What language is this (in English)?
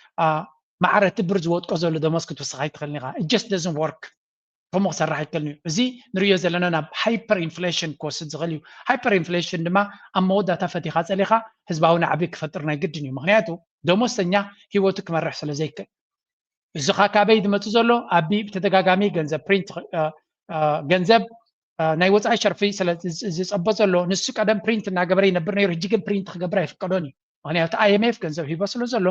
Tigrinya